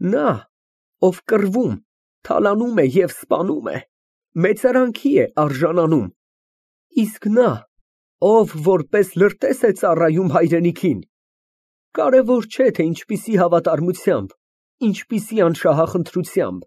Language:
Armenian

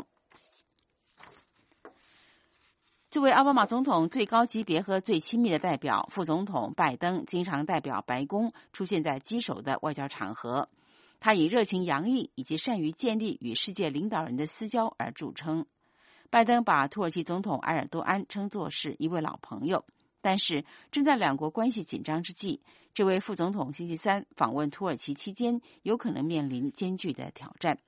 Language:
Chinese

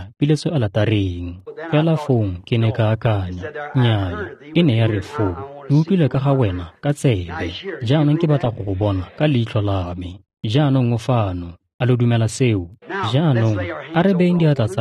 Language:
Tswana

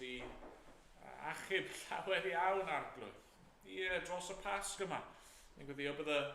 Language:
Welsh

